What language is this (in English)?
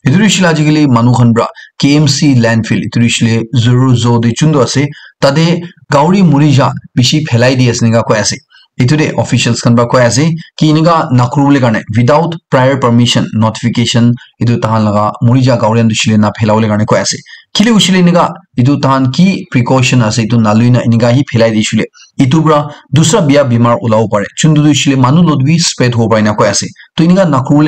Naga Pidgin